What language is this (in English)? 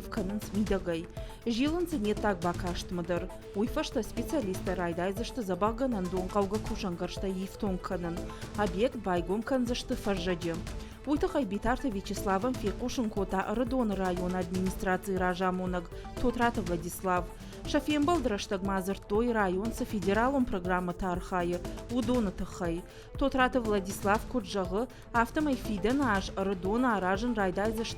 Ossetic